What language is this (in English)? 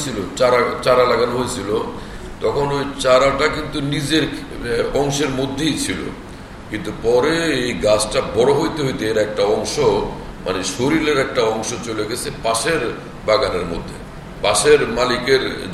Bangla